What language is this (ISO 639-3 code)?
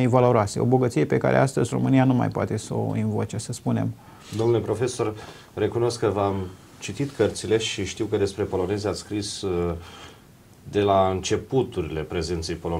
ron